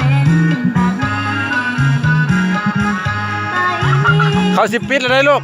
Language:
Lao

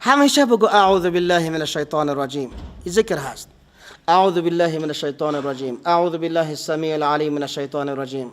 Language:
Persian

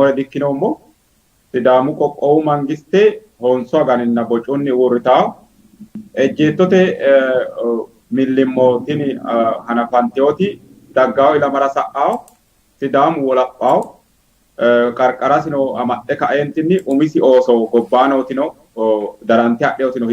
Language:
Sidamo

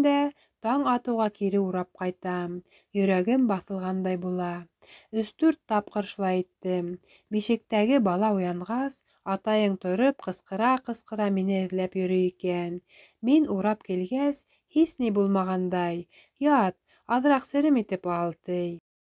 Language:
Bashkir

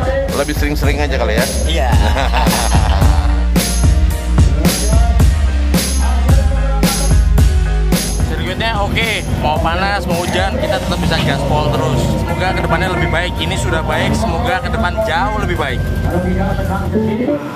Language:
Indonesian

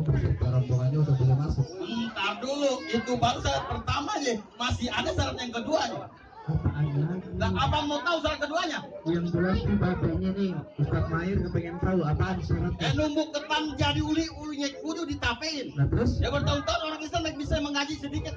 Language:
Betawi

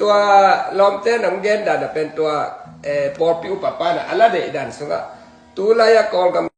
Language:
Tedim Chin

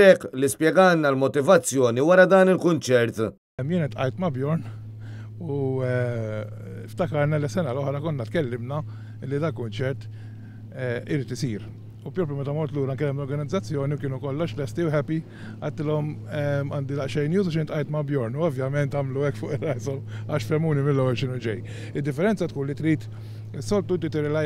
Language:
Maltese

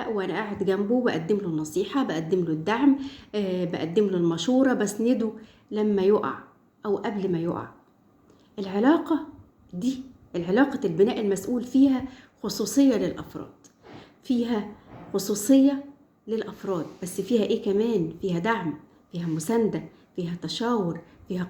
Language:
Egyptian Arabic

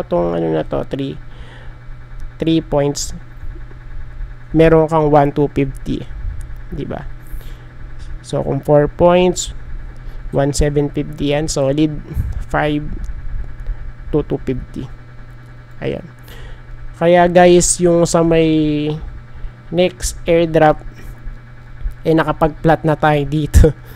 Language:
Filipino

